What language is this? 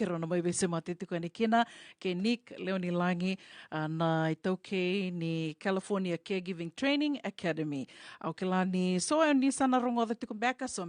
Fijian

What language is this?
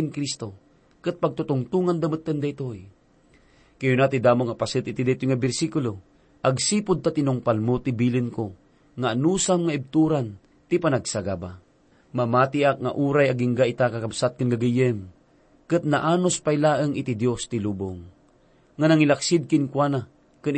Iloko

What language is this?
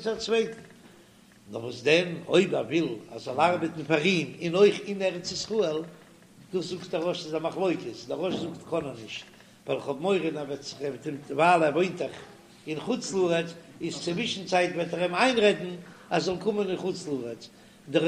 Yiddish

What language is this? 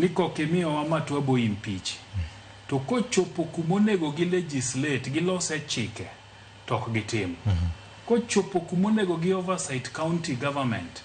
Luo (Kenya and Tanzania)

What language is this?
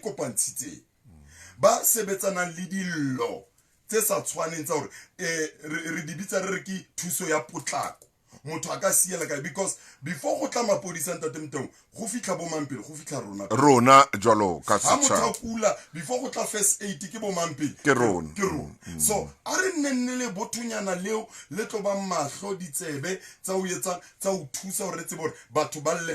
Southern Sotho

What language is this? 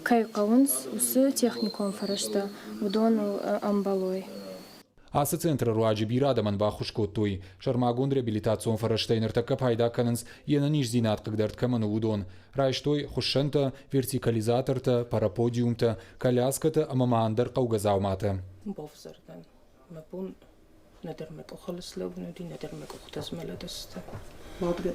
Ossetic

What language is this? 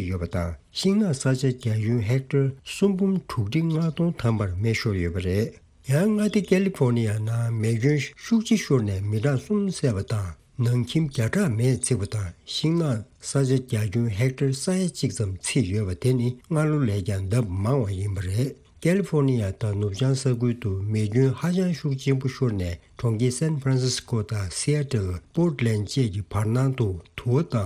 Tibetan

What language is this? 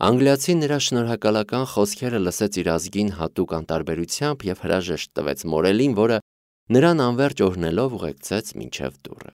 Armenian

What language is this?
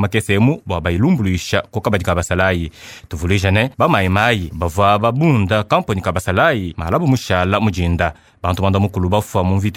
Luba-Lulua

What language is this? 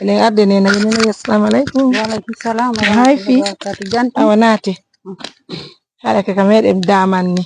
Fula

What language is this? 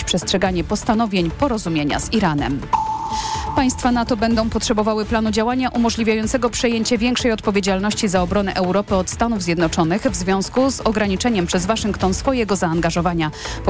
Polish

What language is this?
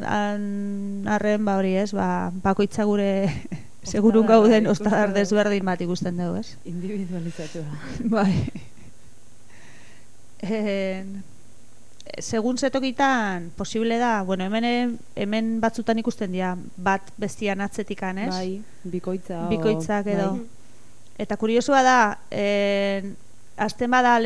Basque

